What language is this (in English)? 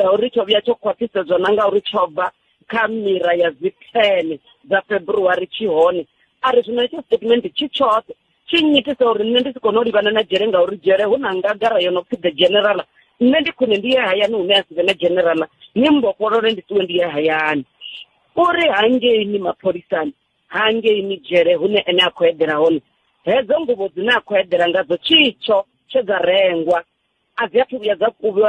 Venda